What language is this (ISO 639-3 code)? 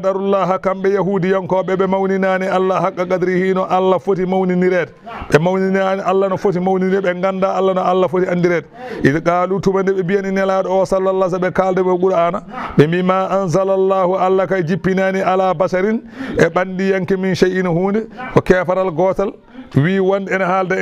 ful